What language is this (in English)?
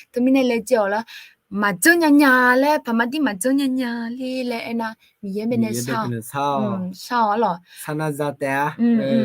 Akha